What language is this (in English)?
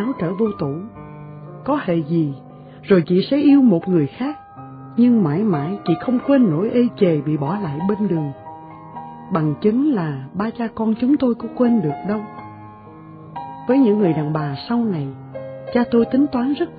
Vietnamese